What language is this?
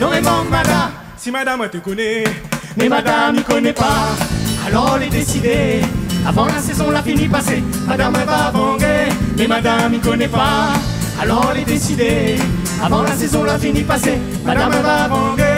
Réunion Creole French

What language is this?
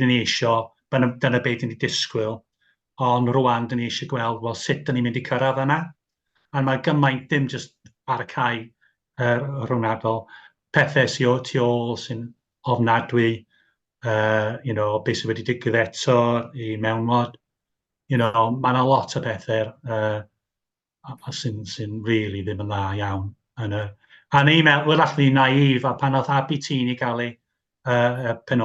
Welsh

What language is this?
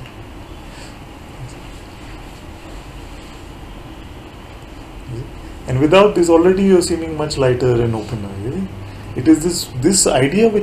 English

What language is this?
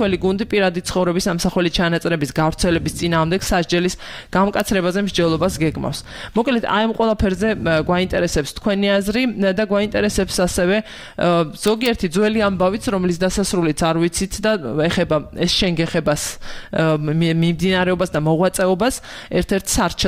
Georgian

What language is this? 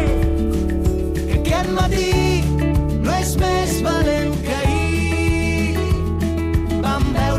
Catalan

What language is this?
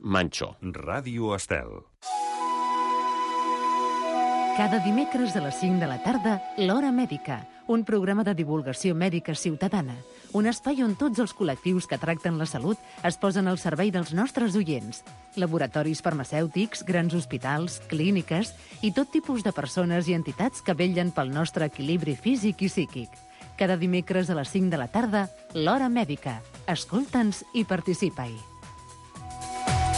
Catalan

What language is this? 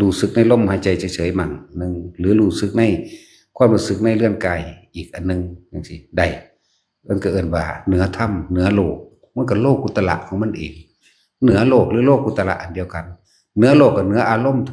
Northeastern Thai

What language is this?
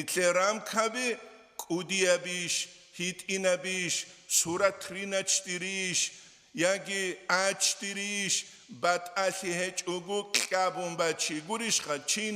Avaric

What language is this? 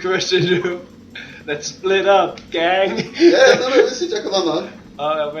Faroese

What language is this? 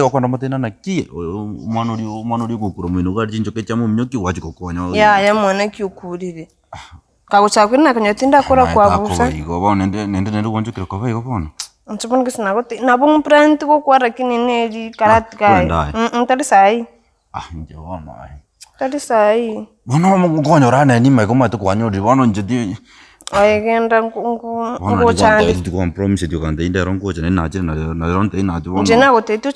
Gusii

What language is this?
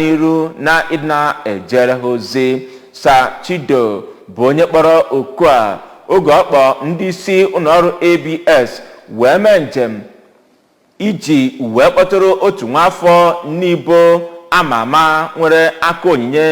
Igbo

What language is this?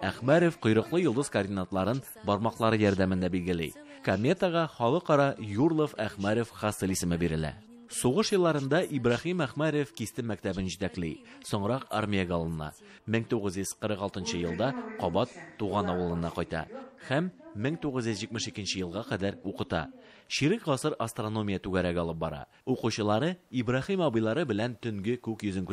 Tatar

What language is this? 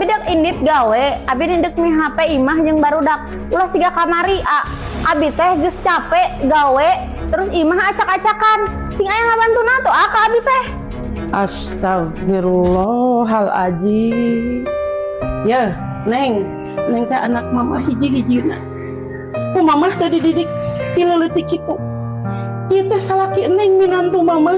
Sundanese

